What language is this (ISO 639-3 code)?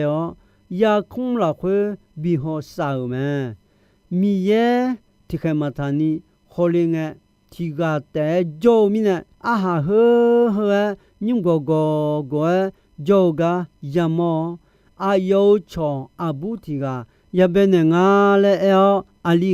ahk